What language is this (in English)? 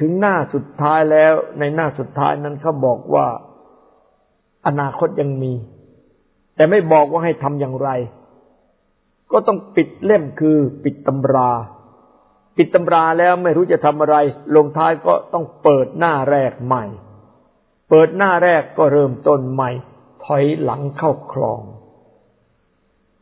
Thai